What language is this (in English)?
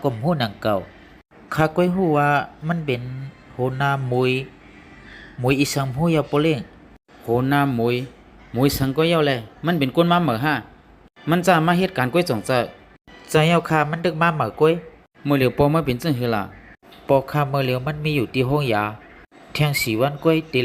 Shan